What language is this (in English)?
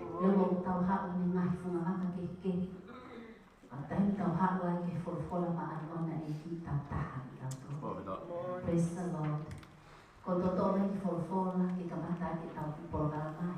Tongan